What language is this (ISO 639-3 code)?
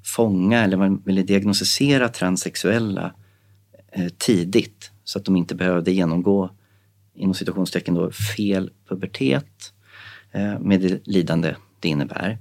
swe